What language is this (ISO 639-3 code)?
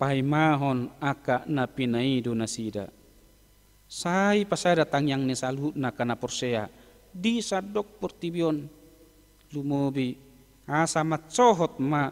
bbc